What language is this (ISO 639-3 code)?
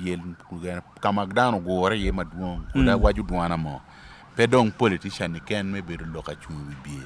ach